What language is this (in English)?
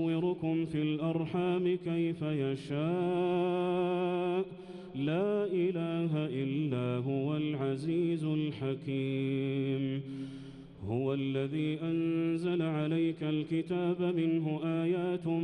Arabic